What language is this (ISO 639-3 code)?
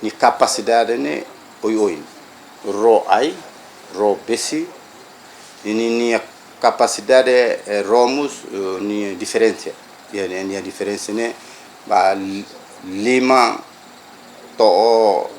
tet